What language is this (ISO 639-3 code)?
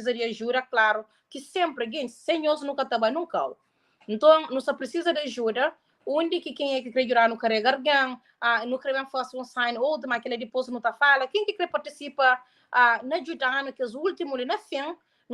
kea